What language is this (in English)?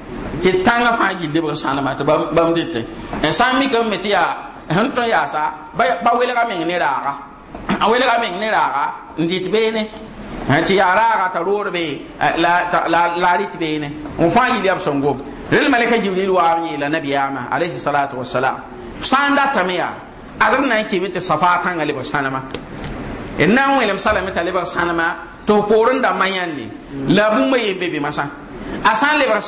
Mossi